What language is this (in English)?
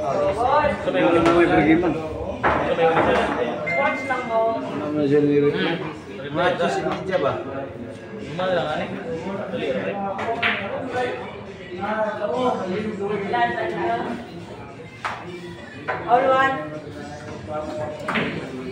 Filipino